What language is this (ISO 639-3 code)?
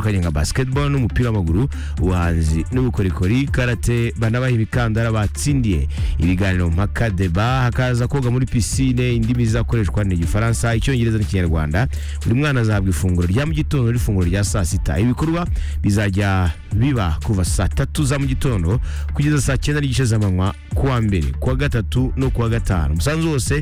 kin